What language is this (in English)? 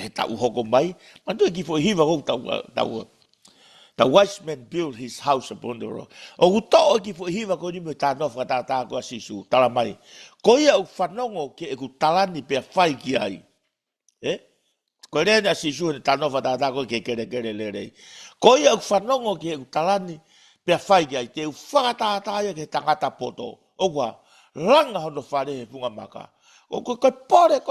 Tongan